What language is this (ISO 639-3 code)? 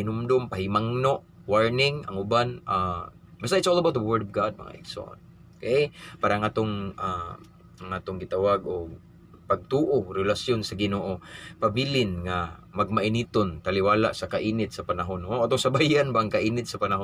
ceb